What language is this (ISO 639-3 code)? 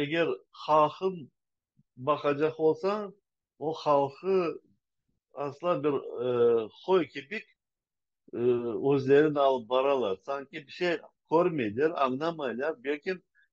crh